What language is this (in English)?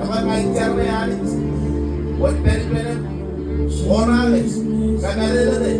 Marshallese